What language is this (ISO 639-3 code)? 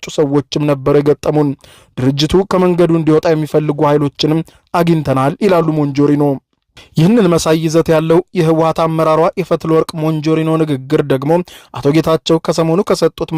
amh